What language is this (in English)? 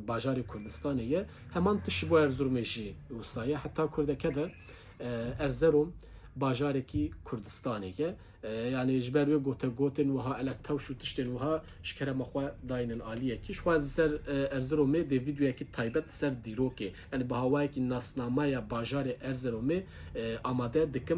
Kurdish